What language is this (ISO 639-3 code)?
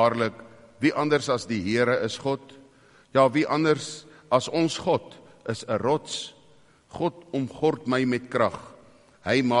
afr